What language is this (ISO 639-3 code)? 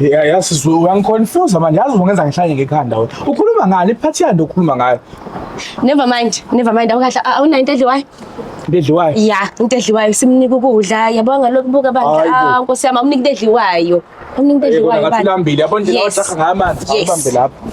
zul